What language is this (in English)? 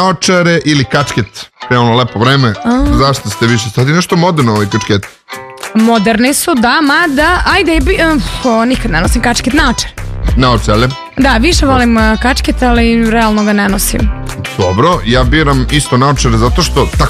Serbian